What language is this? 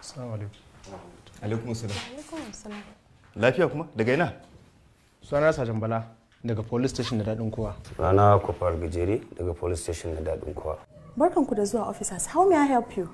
Hausa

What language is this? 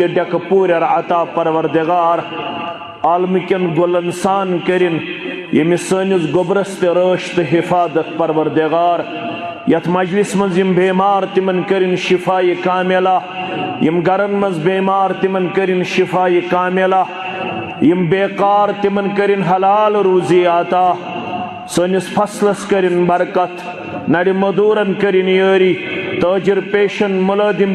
Kashmiri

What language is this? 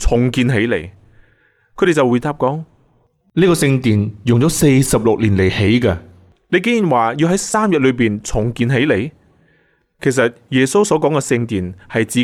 Cantonese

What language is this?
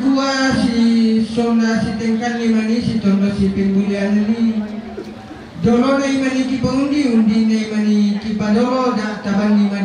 Toraja-Sa'dan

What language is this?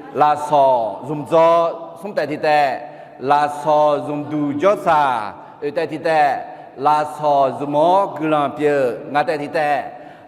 Akha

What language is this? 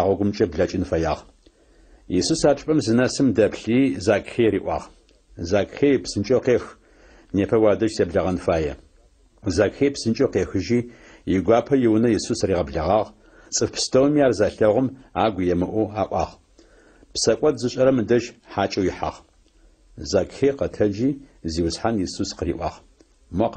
Adyghe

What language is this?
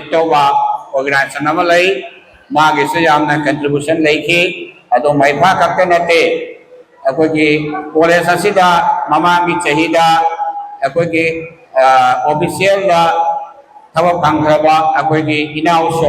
Manipuri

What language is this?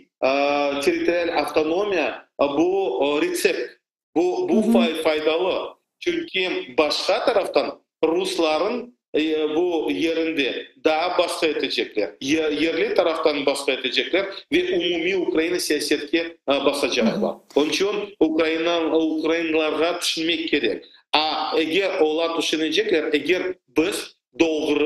Crimean Tatar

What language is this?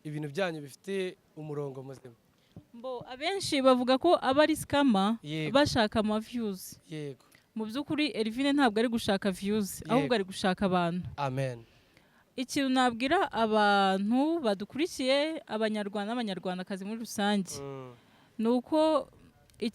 Kinyarwanda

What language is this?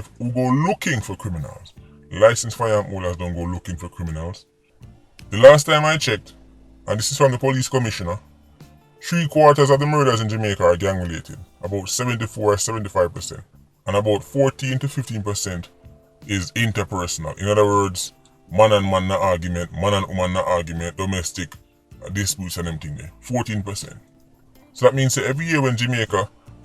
Jamaican Creole English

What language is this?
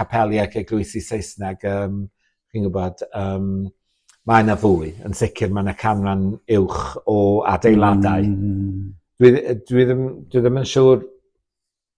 Welsh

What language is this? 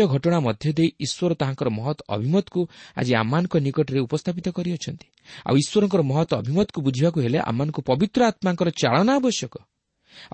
Odia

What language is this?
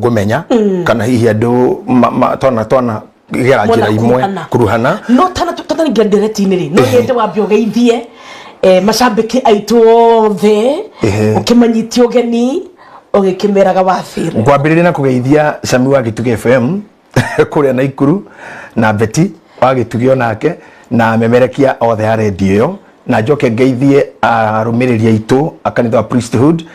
Kikuyu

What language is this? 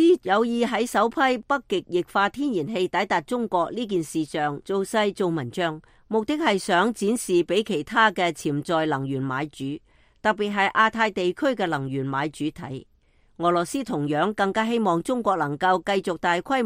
Cantonese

